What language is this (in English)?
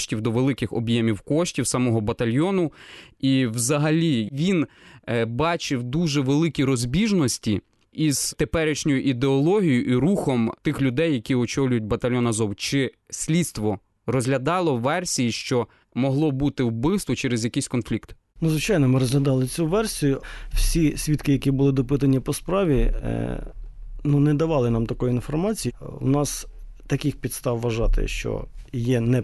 Ukrainian